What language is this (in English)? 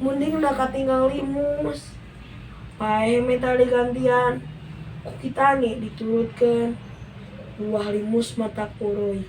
Sundanese